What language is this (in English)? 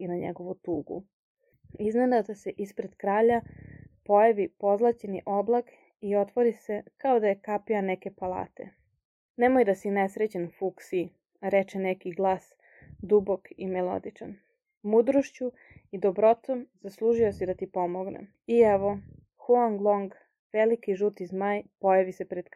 Serbian